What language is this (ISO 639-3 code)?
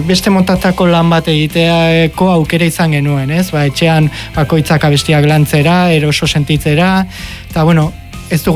eus